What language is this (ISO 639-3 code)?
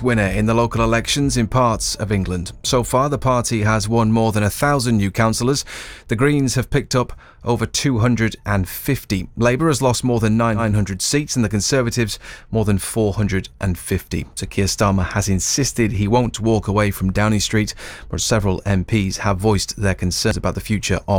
eng